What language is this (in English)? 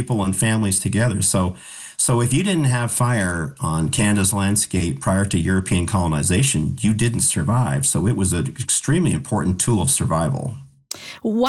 English